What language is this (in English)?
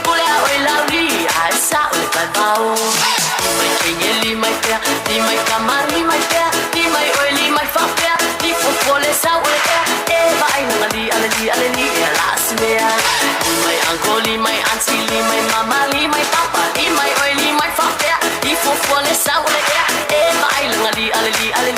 Samoan